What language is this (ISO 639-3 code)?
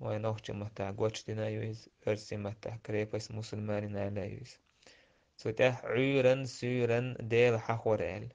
che